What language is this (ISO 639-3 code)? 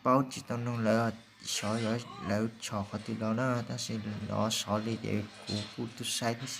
hmn